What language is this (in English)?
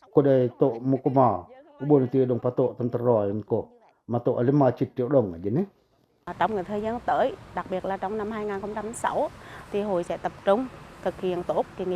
Pacoh